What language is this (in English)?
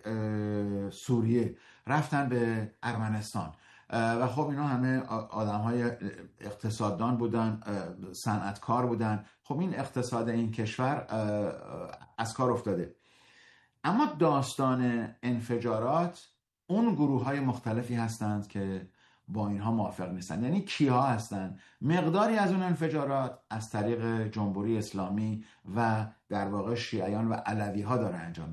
Persian